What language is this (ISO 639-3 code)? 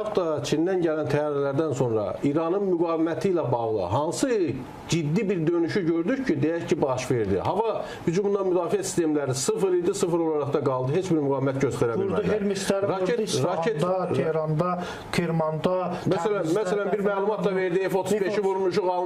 aze